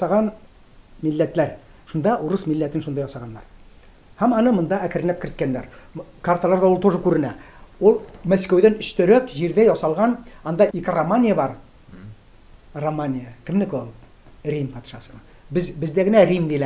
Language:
Tatar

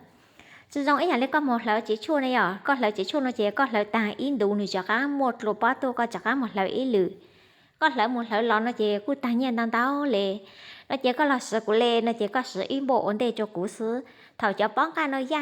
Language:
Hmong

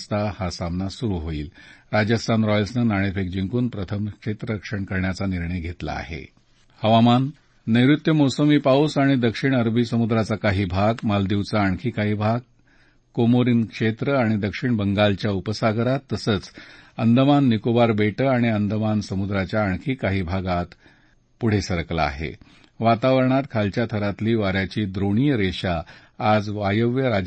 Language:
Marathi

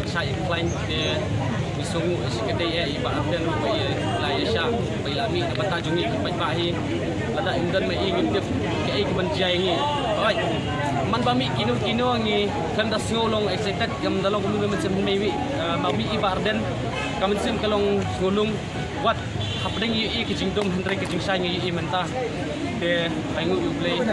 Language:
Khasi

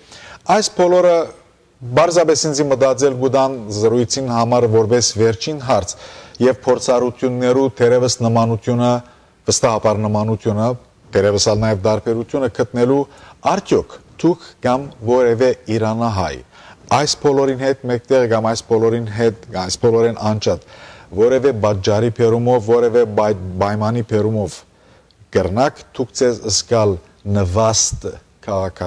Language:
Western Armenian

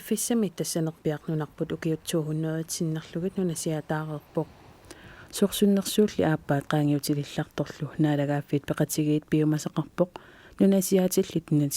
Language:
Kalaallisut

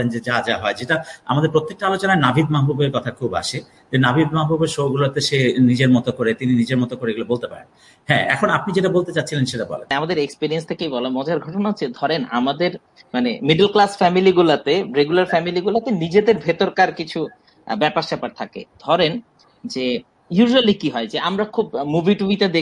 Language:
Bangla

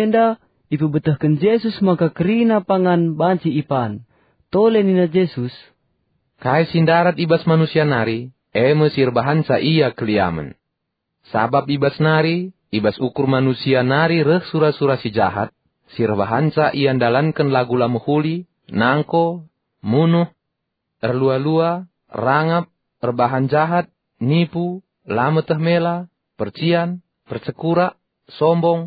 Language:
Batak Karo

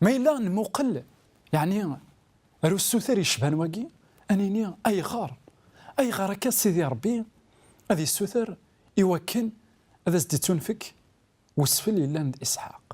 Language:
Kabyle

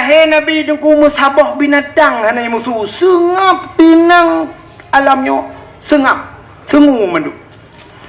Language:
Achinese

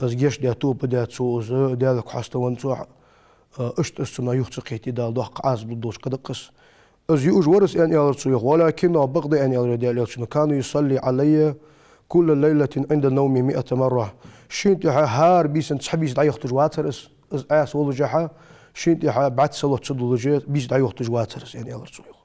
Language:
Ingush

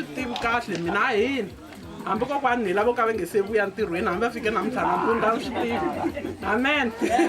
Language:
Tsonga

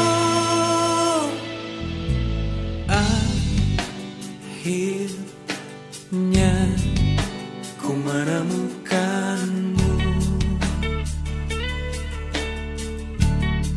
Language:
Indonesian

